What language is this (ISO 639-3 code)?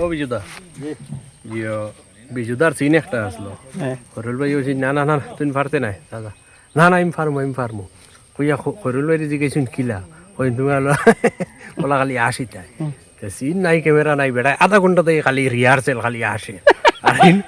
syl